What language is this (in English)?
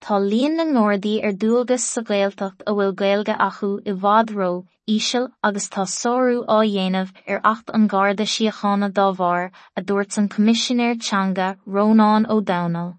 Irish